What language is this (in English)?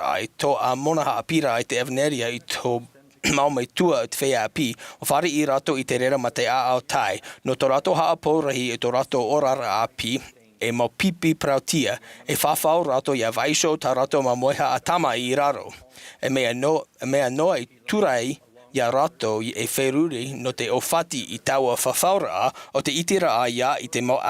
Tahitian